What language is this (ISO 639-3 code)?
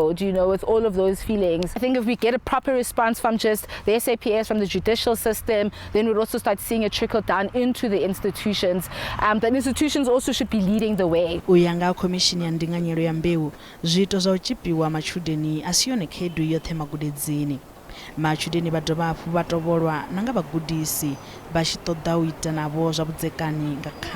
ven